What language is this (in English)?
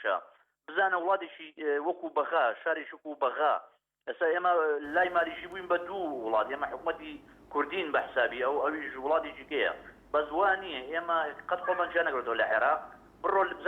Central Kurdish